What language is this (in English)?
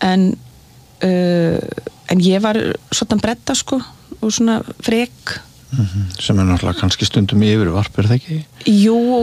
Icelandic